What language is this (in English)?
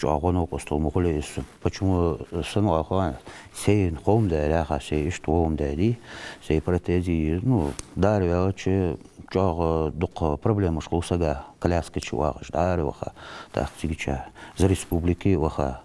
Ingush